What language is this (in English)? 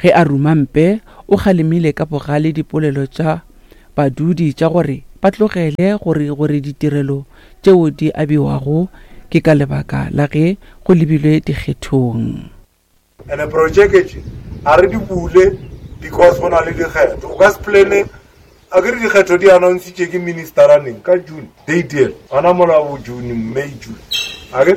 Northern Sotho